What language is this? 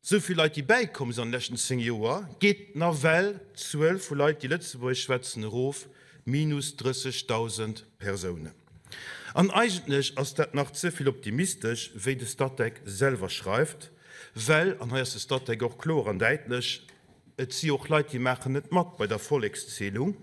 Luxembourgish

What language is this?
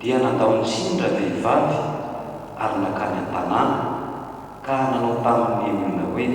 Malagasy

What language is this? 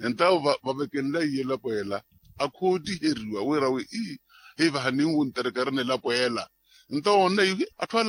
Makhuwa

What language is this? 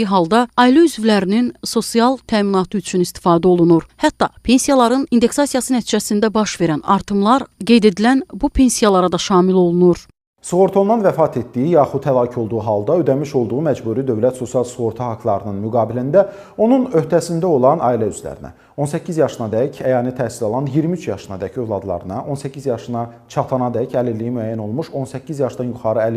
Azerbaijani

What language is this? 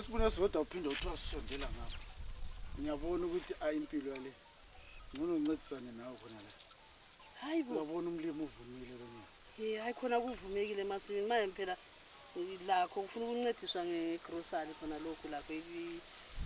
North Ndebele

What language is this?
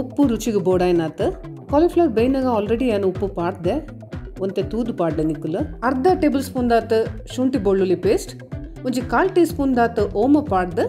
Tulu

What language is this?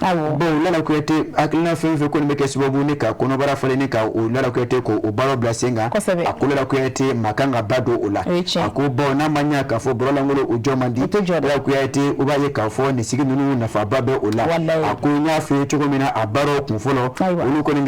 Bambara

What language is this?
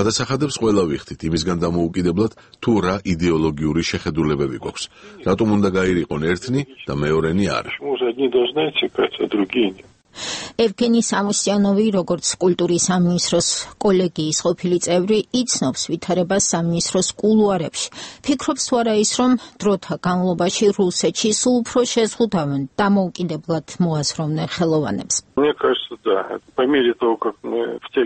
Georgian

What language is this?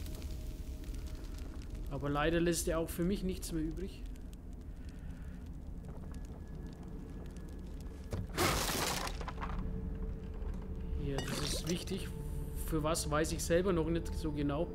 German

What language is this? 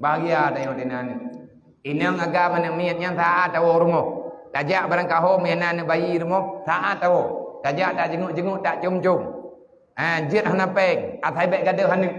Achinese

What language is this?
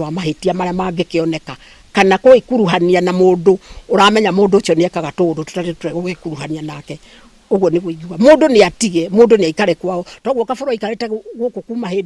Kikuyu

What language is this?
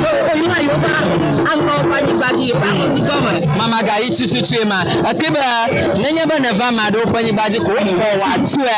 Ewe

